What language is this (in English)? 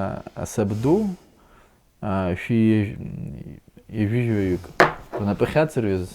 Abkhazian